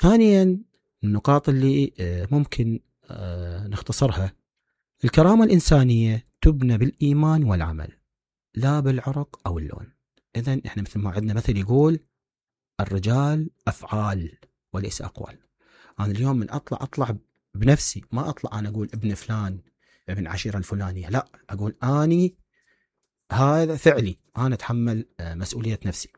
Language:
Mesopotamian Arabic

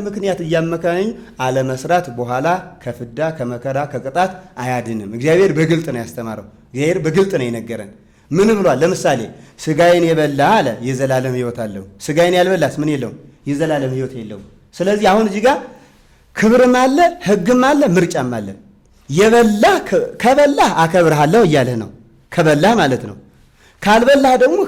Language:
Amharic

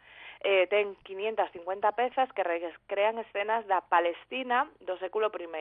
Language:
Galician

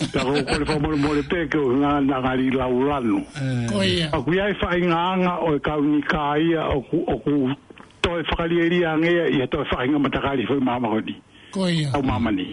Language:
Tongan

